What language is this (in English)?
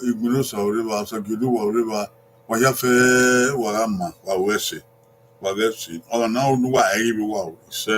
Bini